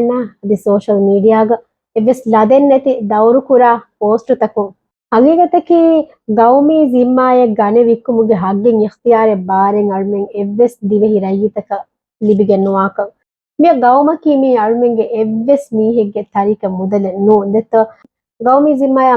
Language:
Divehi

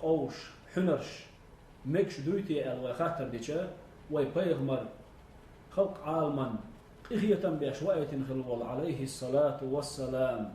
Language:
Chechen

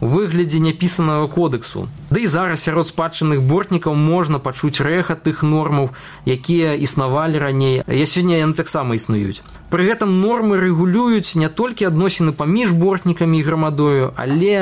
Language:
Belarusian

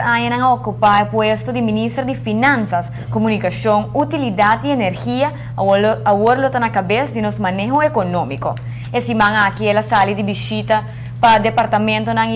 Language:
Papiamento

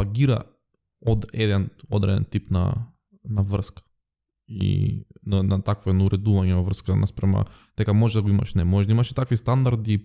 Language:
Macedonian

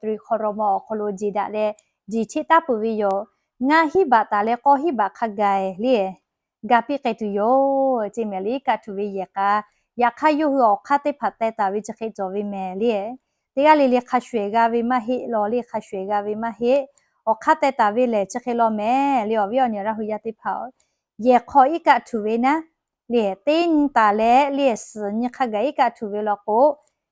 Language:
Lahu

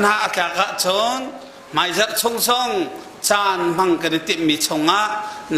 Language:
Hakha Chin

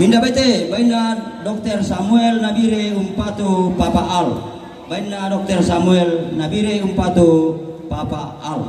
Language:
Toraja-Sa'dan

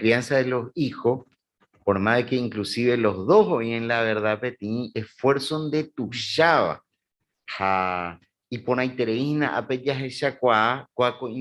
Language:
Guarani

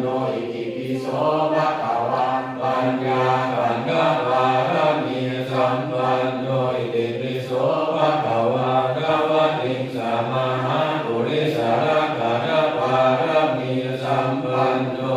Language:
Pali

